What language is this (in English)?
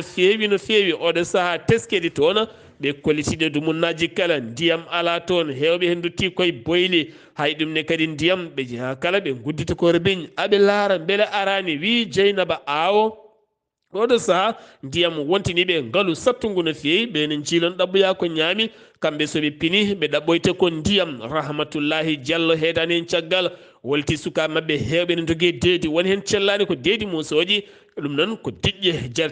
Fula